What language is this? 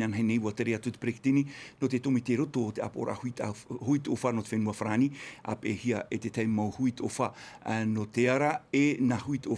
Tahitian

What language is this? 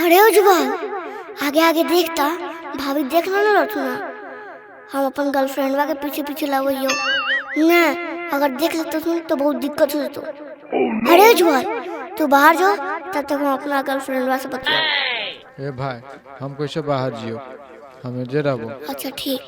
Magahi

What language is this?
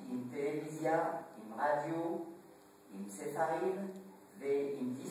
Hebrew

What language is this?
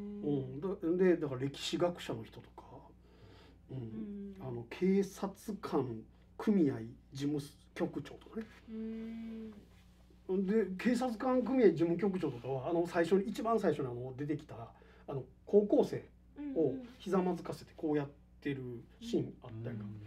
Japanese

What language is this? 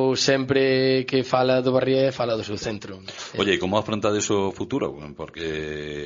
Galician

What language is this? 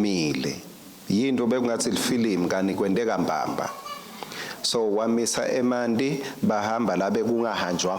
Swati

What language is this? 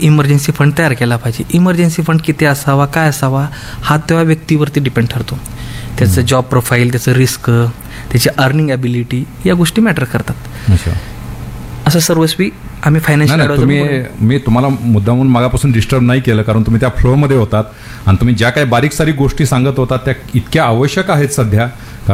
Marathi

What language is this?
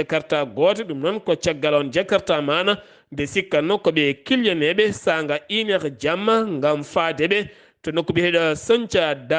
Fula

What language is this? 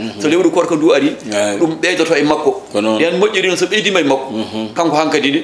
Fula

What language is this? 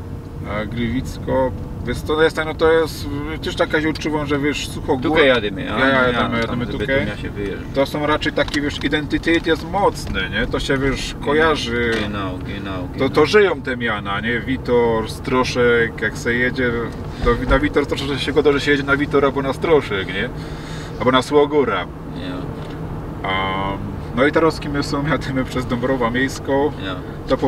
Silesian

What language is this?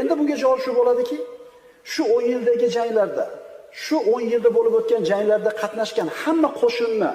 Uzbek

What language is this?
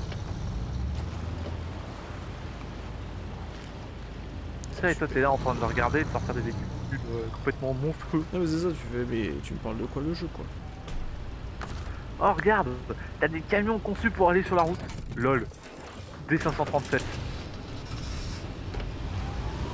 French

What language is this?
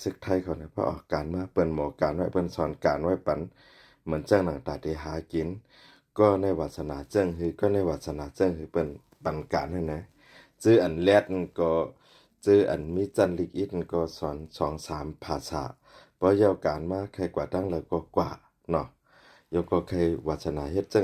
Shan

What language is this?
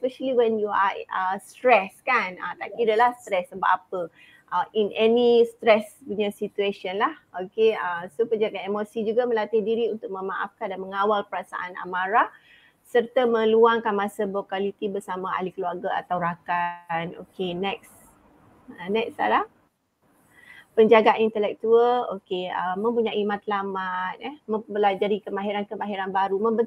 Malay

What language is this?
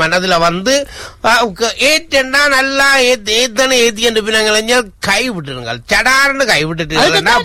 Tamil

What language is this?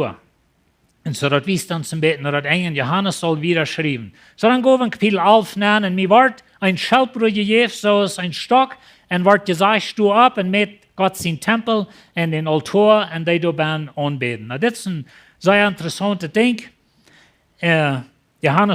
Plautdietsch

